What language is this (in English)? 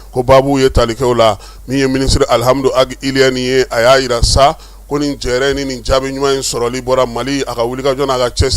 Bambara